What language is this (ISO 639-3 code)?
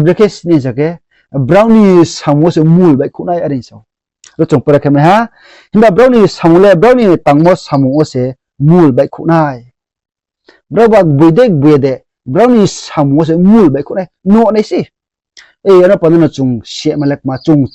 ria